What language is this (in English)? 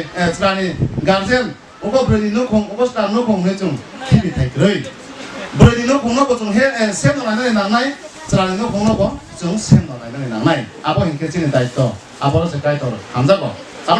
Kok Borok